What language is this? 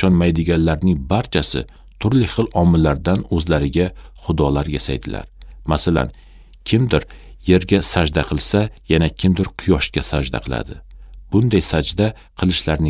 Uzbek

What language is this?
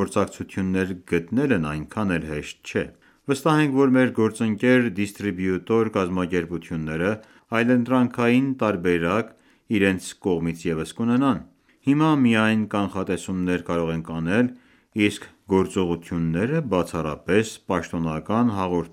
Armenian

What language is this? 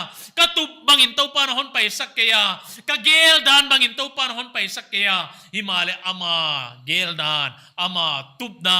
Paite Chin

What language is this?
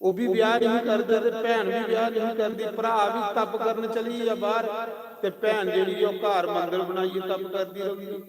Dogri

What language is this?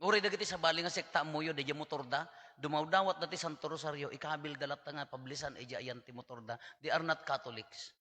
Iloko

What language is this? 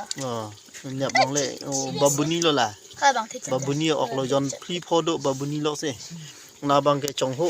Karbi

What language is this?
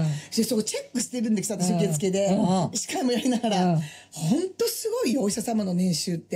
Japanese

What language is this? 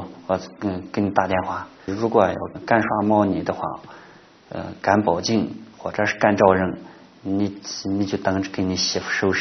Chinese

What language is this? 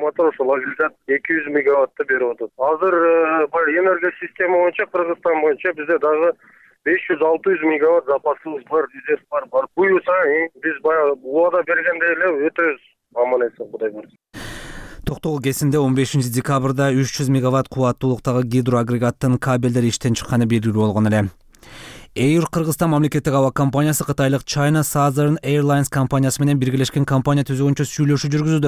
Kyrgyz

